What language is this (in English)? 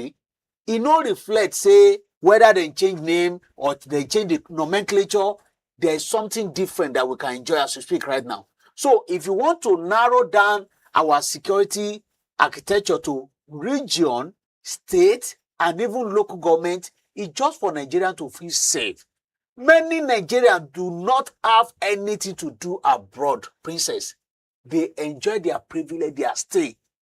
Nigerian Pidgin